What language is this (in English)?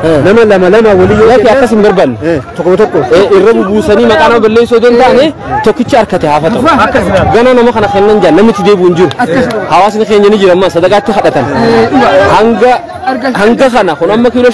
Oromo